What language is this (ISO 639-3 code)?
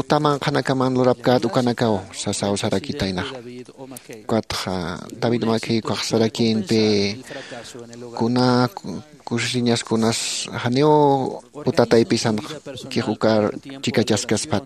aym